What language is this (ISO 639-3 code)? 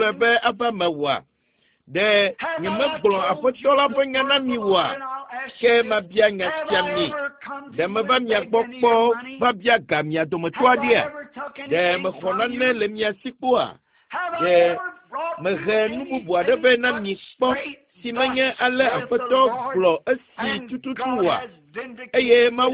ewe